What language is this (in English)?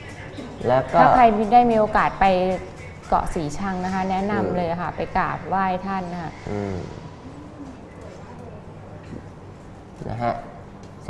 Thai